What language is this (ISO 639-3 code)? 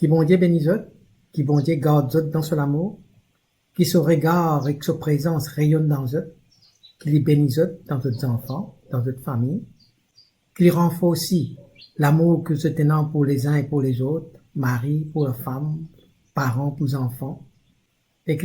mfe